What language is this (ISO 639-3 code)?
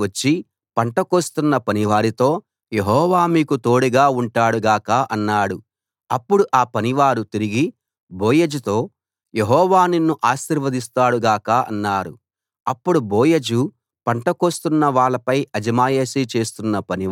tel